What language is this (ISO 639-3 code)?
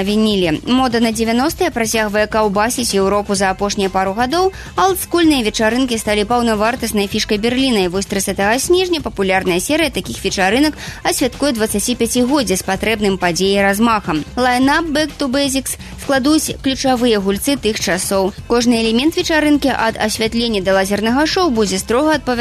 bel